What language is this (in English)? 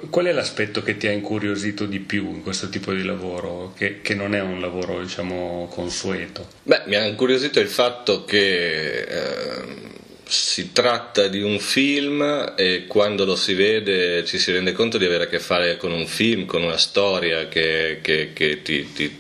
Italian